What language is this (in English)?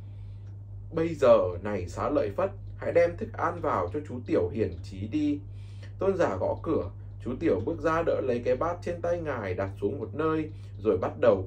Vietnamese